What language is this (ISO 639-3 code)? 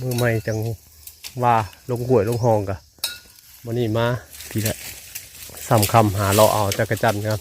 tts